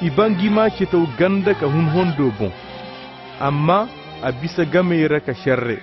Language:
Koyraboro Senni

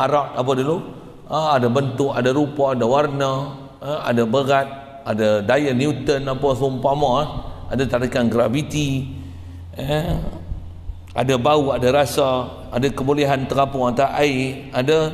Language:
Malay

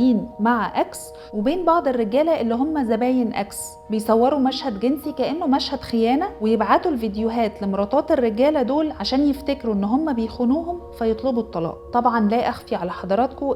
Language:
Egyptian Arabic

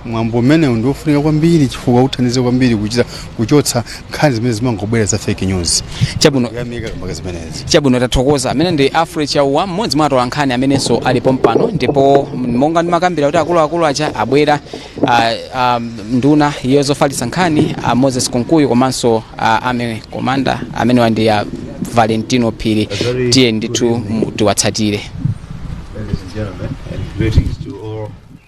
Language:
Nyanja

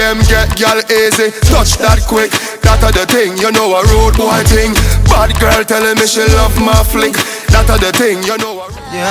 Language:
Jamaican Creole English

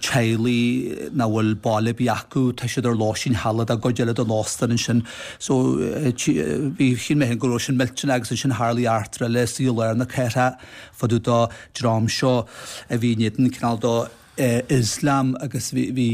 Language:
Irish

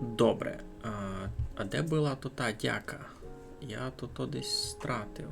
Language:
Rusyn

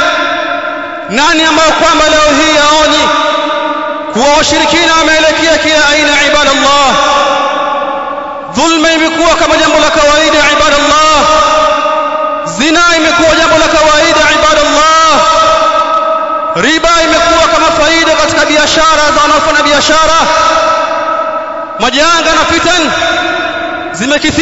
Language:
Swahili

